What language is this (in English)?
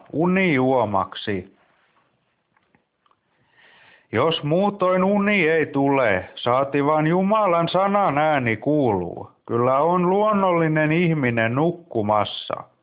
Finnish